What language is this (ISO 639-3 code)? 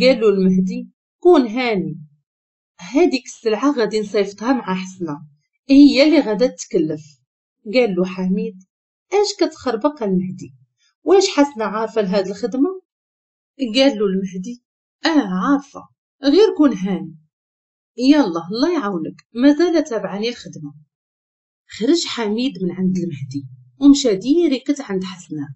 ary